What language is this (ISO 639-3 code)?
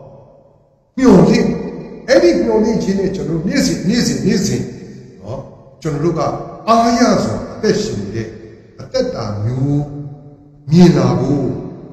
mya